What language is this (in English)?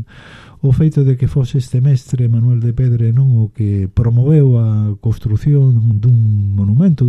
Galician